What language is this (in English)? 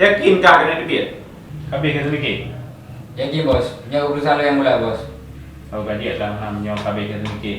Achinese